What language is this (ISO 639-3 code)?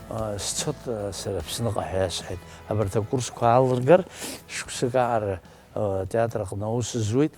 abk